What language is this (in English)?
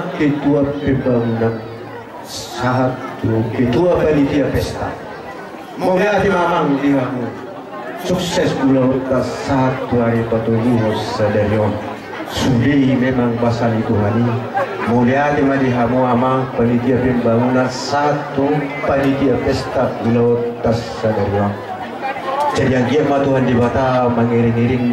Batak Toba